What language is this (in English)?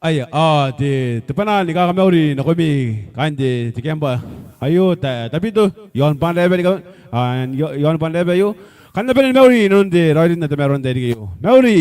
Gilbertese